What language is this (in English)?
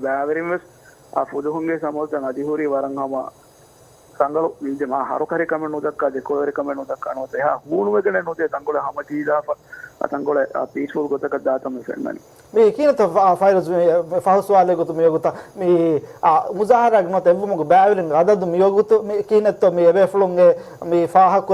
Divehi